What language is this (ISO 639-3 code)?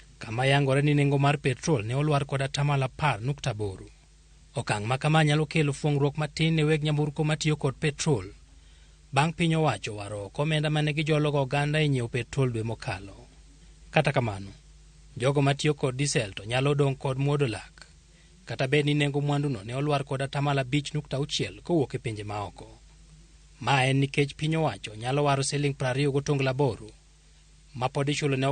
luo